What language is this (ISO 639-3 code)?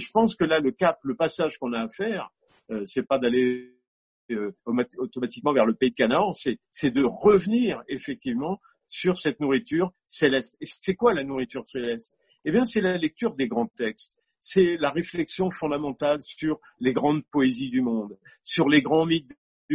fra